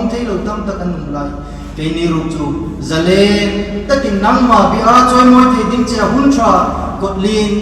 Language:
Hmar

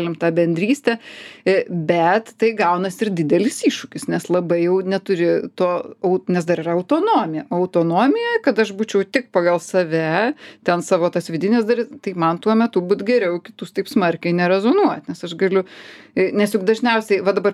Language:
Lithuanian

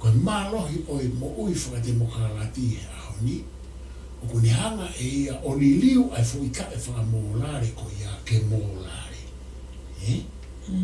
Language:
Tongan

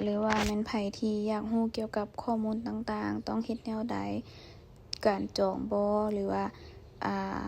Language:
Lao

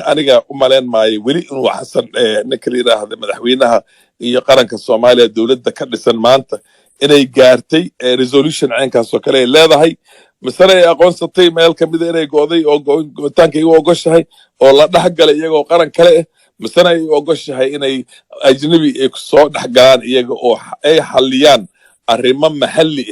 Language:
Somali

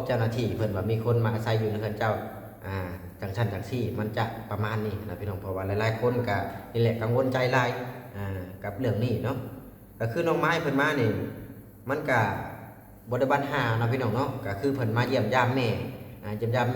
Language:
Lao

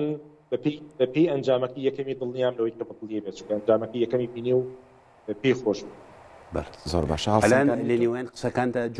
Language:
Central Kurdish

